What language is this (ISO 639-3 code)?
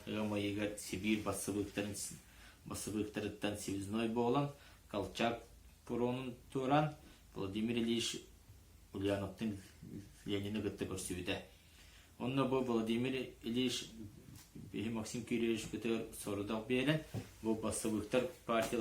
sah